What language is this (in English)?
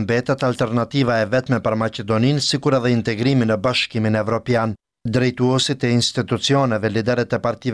Albanian